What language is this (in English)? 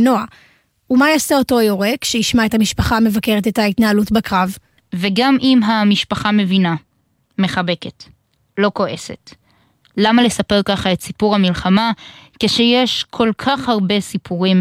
Hebrew